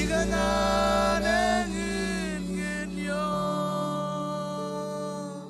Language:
Marshallese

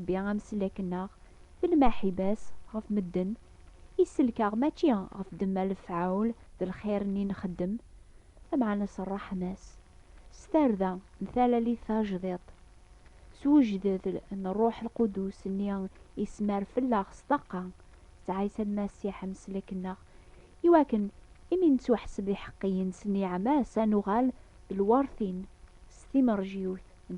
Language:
Kabyle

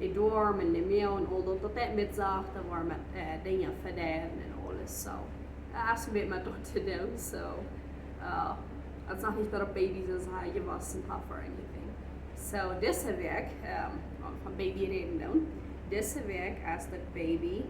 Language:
Plautdietsch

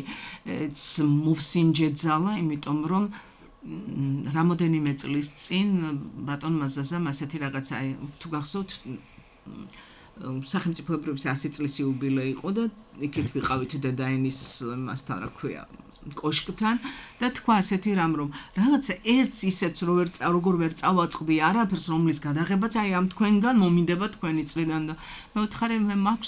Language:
Georgian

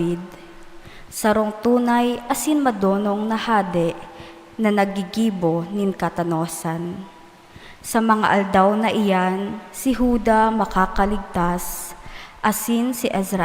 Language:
Bikol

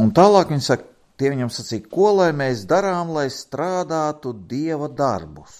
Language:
Latvian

